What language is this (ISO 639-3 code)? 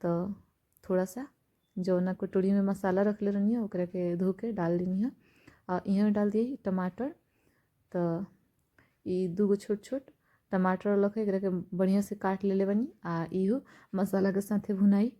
bho